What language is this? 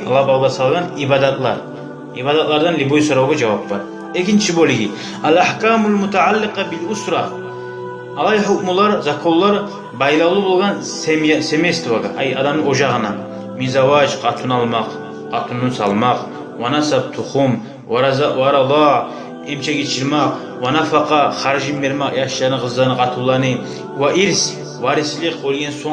Kumyk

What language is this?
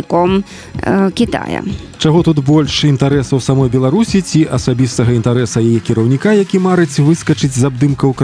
Belarusian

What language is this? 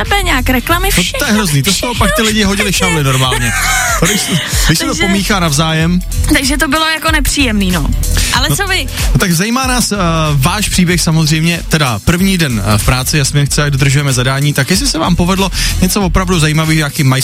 Czech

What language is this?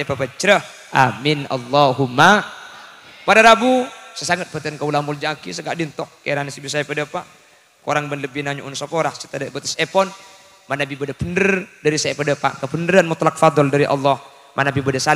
Madurese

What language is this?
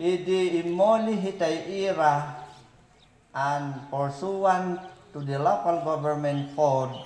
Mayoyao Ifugao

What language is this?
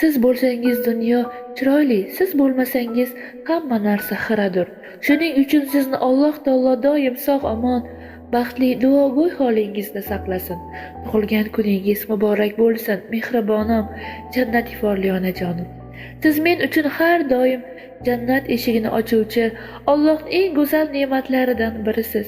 Uzbek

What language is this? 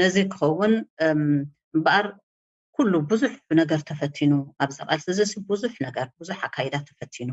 Tigrinya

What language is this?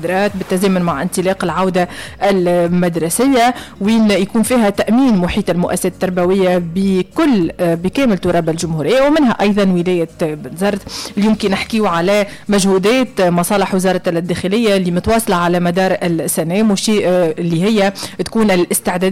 Tunisian Arabic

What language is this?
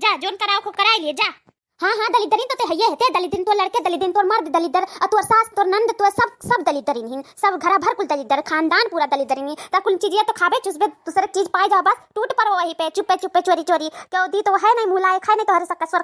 Awadhi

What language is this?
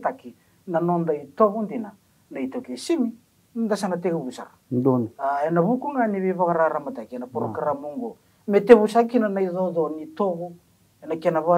Fijian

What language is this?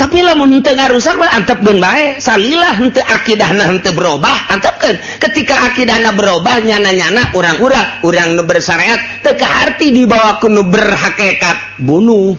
Sundanese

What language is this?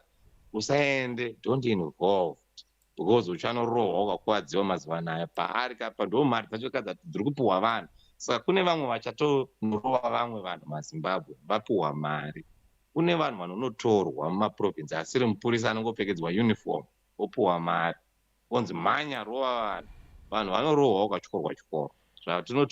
Shona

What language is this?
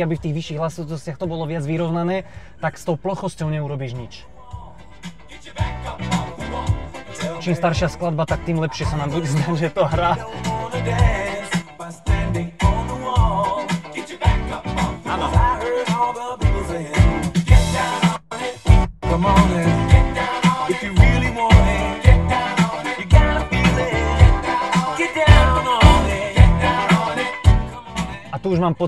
Slovak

